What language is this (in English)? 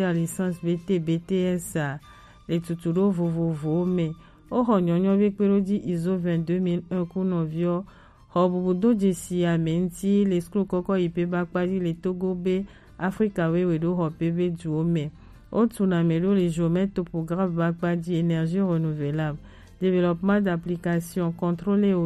Gen